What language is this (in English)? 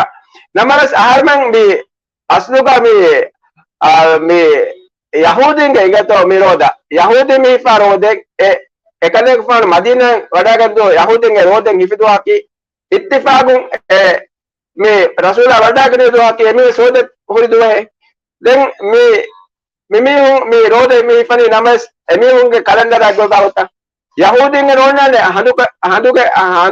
Divehi